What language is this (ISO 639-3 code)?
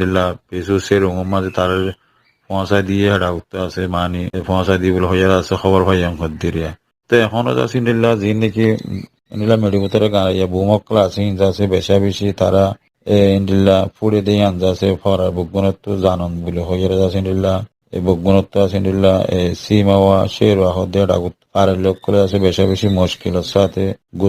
rhg